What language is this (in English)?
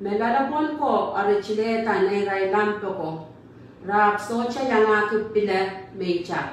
Pohnpeian